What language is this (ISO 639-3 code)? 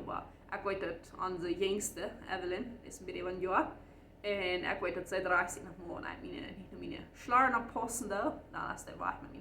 pdt